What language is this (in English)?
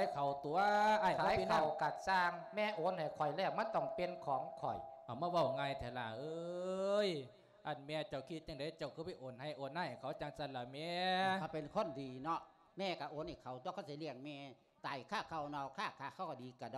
Lao